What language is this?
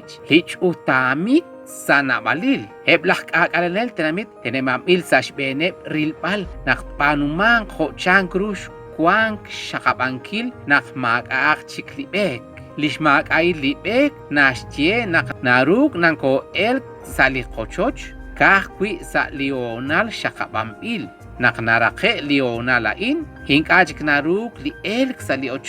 Kekchí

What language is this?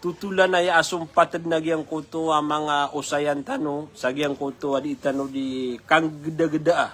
Maranao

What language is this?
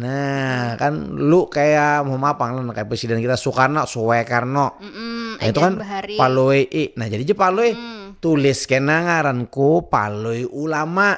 Banjar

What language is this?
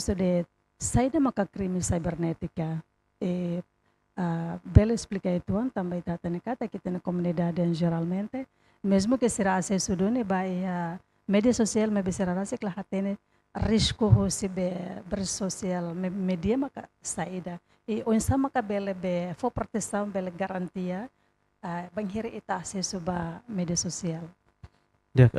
Tetum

